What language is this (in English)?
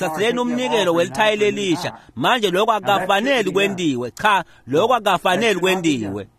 Swati